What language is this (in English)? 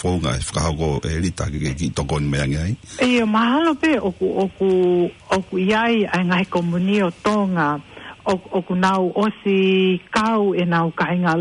Tongan